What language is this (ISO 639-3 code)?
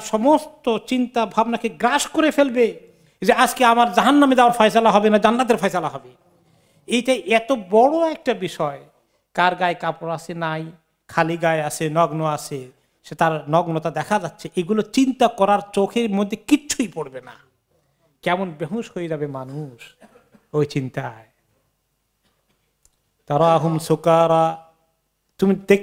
ben